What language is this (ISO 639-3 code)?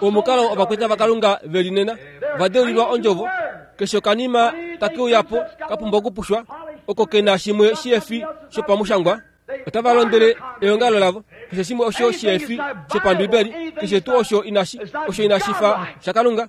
kua